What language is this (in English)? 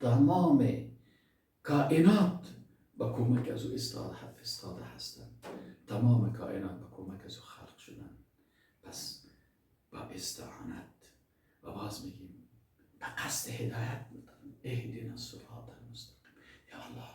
Persian